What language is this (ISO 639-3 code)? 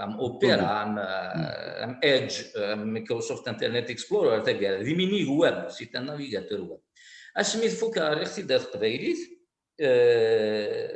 kab